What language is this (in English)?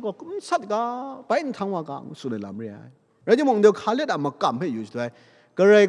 Kachin